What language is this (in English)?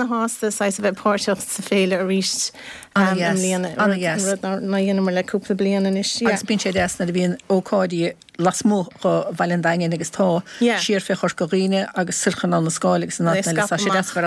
Irish